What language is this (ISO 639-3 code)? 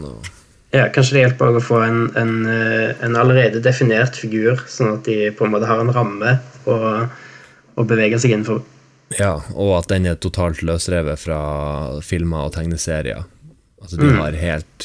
nor